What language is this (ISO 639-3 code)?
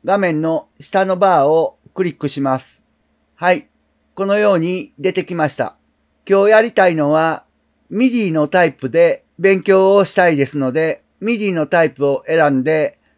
jpn